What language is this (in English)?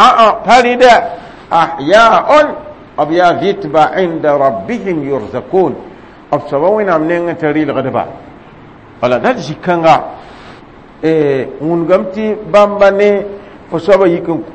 Mossi